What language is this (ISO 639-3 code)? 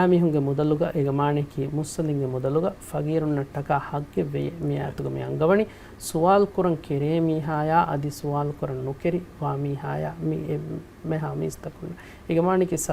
div